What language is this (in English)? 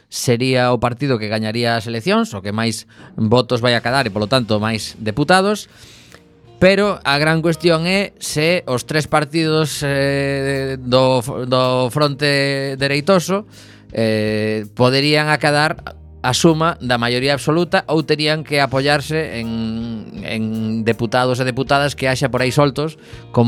Galician